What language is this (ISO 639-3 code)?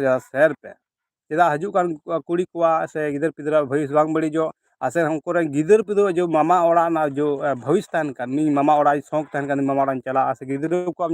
sat